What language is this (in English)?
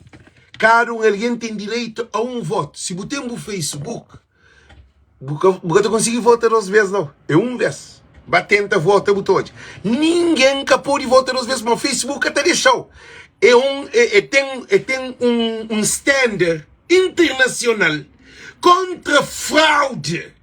Kabuverdianu